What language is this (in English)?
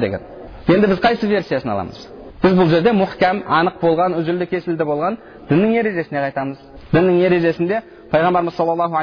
Kazakh